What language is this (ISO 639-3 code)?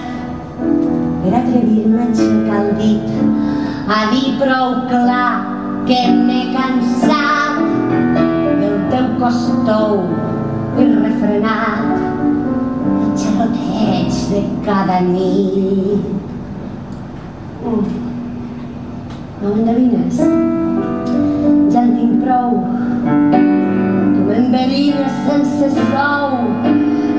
cat